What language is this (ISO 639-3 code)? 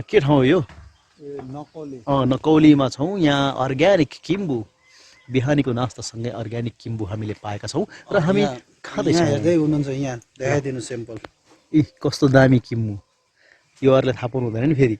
nep